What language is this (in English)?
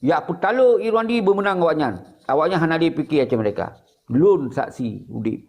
Achinese